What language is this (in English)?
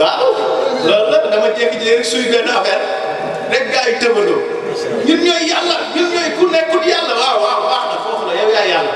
Wolof